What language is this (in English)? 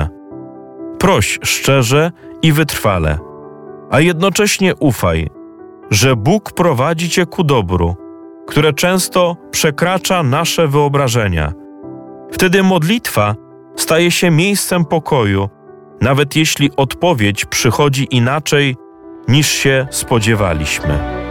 Polish